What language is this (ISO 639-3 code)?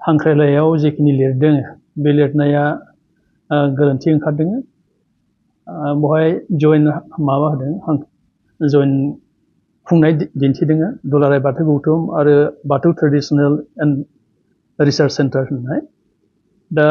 brx